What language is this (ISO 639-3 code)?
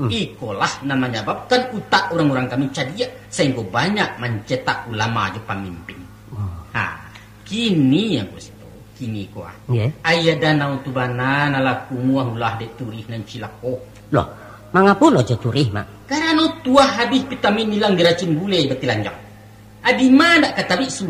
min